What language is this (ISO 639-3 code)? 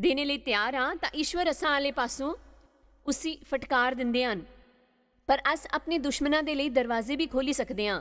doi